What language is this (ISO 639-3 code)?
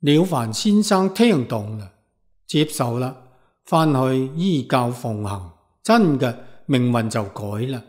yue